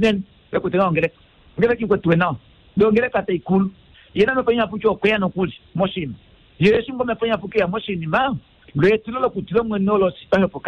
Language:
Kuanyama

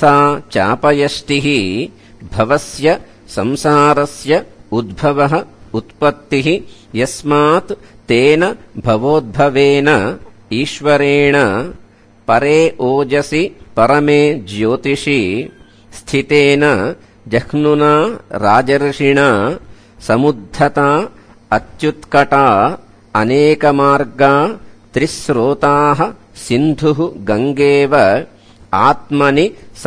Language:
Sanskrit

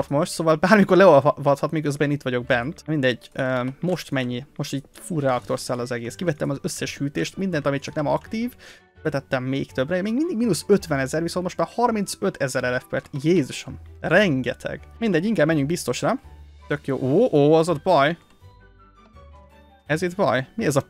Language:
Hungarian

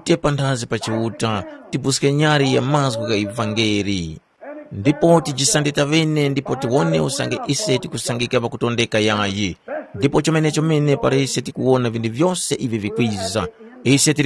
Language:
Tumbuka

